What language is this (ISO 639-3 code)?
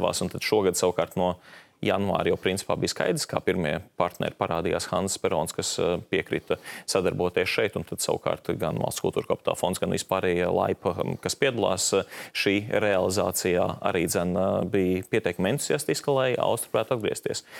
lav